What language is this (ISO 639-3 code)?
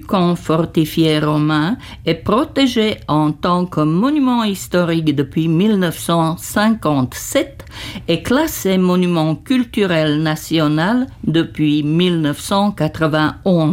fra